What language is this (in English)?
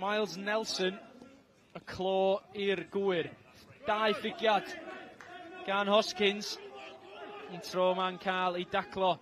Welsh